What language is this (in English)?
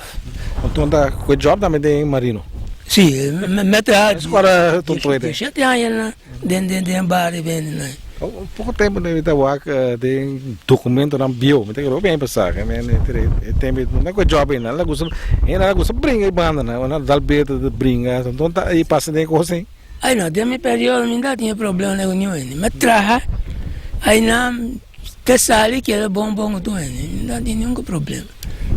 Papiamento